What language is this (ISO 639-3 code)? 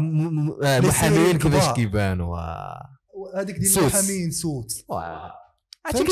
ary